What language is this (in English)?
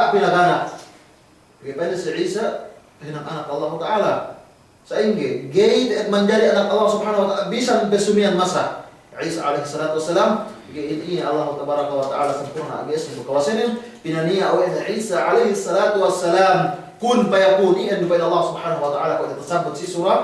Yakan